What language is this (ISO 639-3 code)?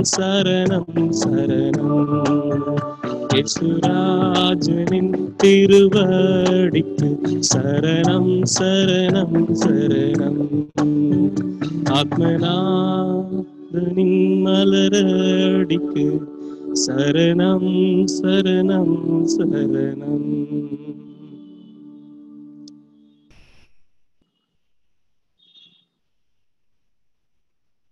tam